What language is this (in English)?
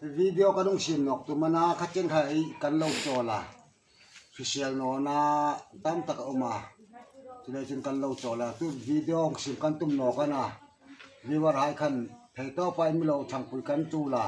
Hmar